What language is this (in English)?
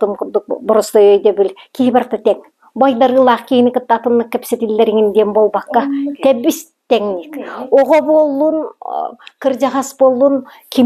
Yakut